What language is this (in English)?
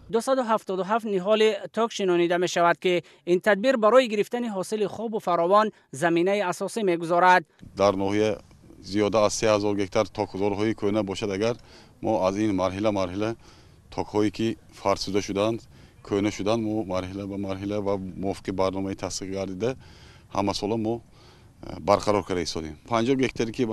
Tajik